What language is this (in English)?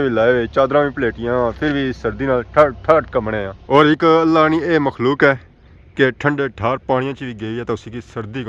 Pahari-Potwari